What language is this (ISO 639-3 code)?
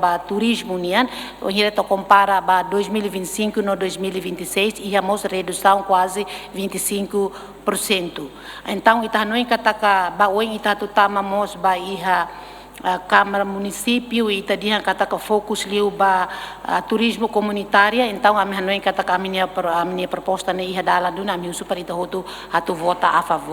tet